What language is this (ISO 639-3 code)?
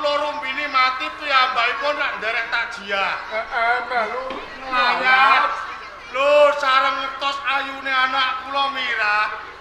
jav